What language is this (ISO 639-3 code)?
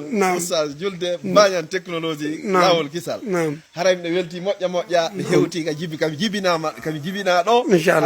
ful